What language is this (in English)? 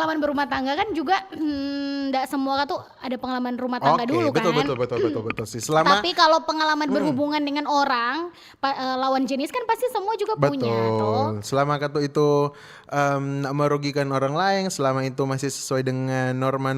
Manado Malay